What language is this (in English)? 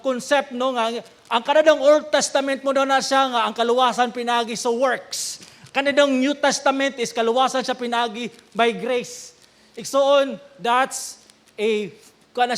Cebuano